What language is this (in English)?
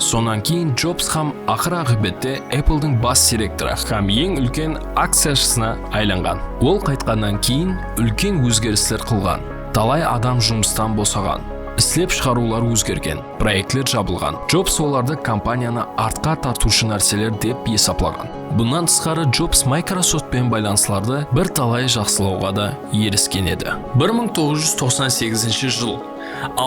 Kara-Kalpak